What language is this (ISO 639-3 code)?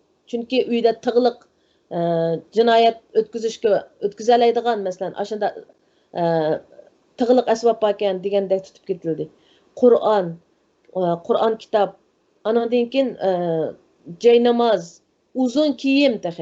uig